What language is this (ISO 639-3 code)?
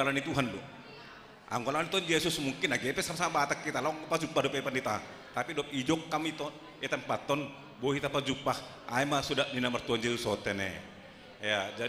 bts